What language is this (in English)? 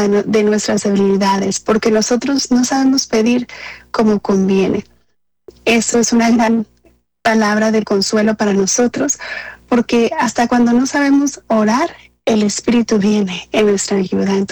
Spanish